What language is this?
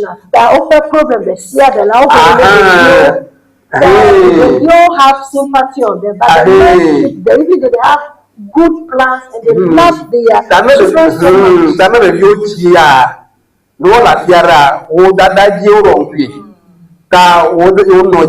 Ewe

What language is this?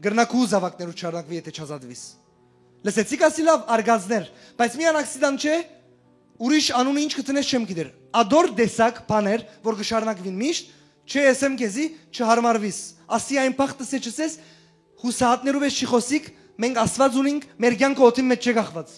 Western Armenian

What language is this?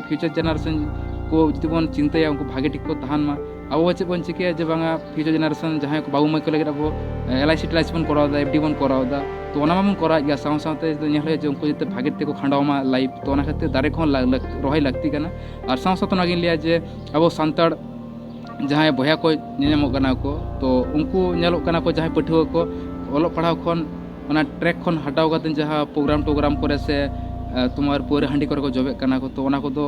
Santali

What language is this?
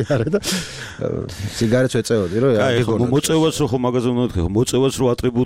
Georgian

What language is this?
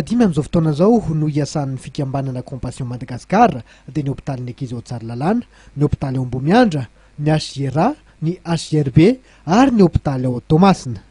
Malagasy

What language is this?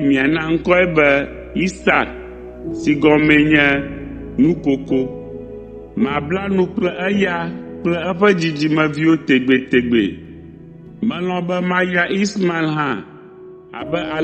Ewe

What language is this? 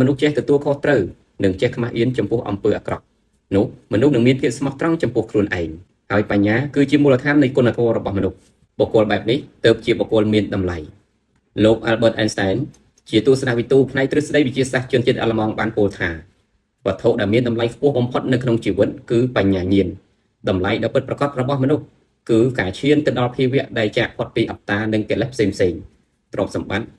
Khmer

